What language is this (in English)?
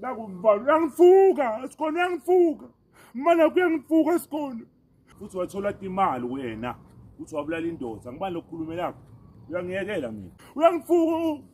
Zulu